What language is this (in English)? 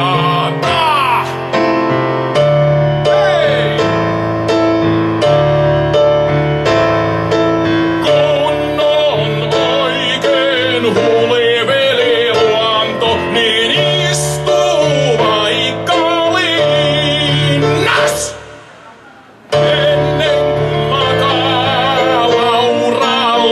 Finnish